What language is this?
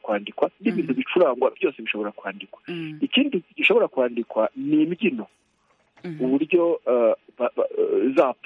Kinyarwanda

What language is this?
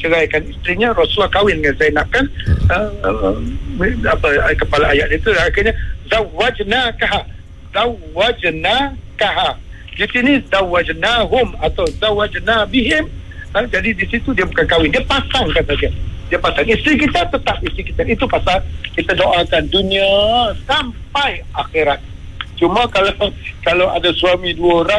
Malay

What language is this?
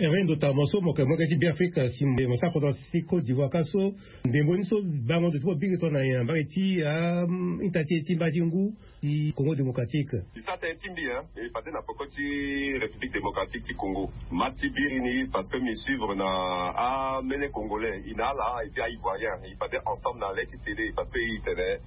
Sango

